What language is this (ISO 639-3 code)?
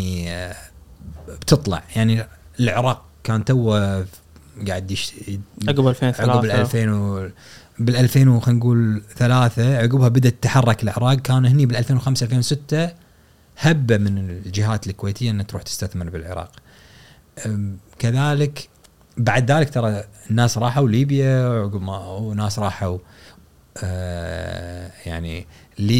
afb